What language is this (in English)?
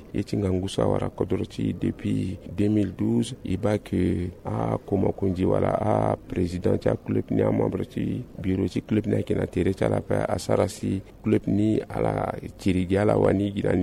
Sango